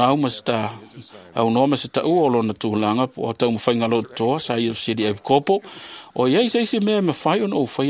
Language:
Samoan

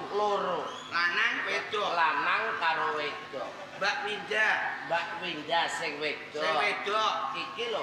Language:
Javanese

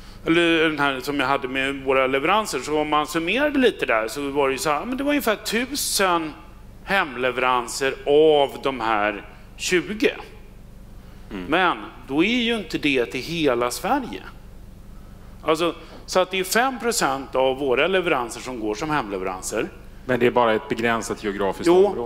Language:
Swedish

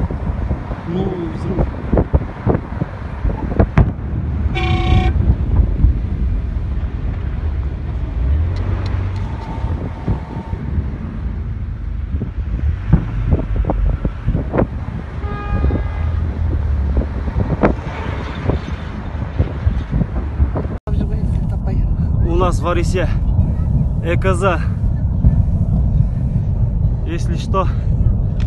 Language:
Kazakh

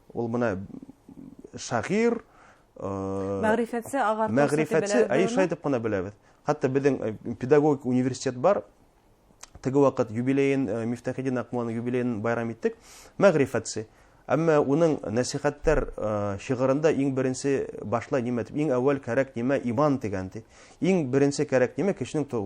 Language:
Bashkir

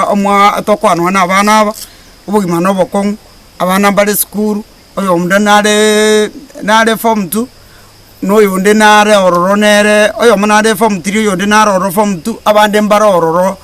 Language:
Gusii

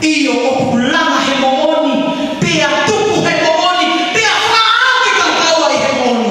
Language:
Tongan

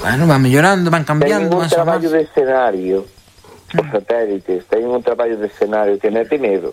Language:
Galician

